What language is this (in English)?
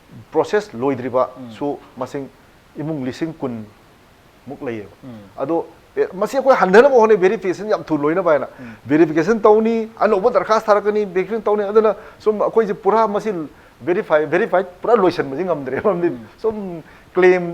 Manipuri